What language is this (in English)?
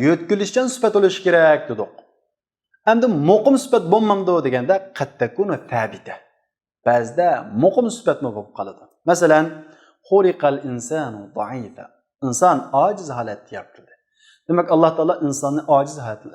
Uyghur